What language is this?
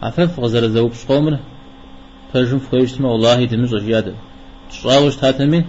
Kabardian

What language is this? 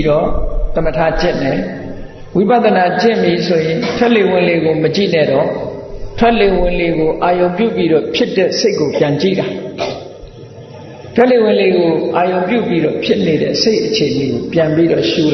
Burmese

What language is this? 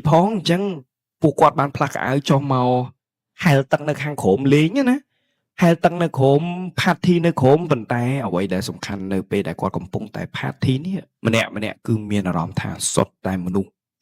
Khmer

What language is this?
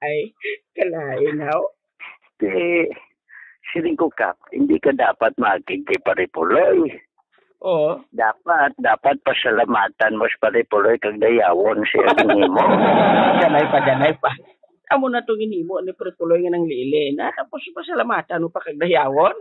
Hiligaynon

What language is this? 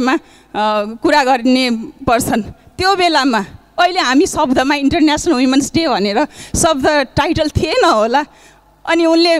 Nepali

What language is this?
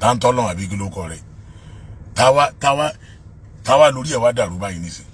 Yoruba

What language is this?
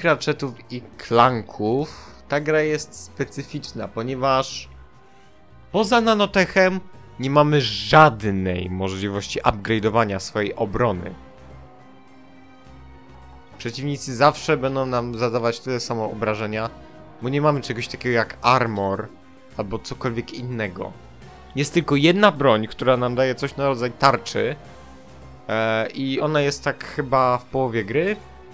Polish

